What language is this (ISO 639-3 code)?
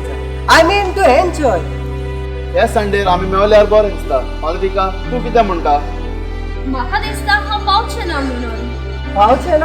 kok